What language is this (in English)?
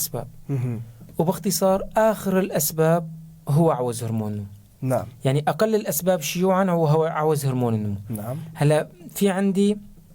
North Levantine Arabic